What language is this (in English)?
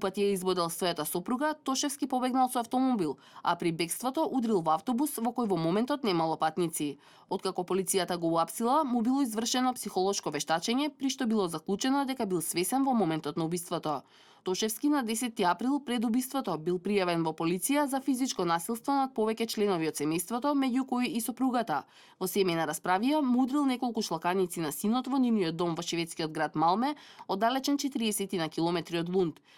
Macedonian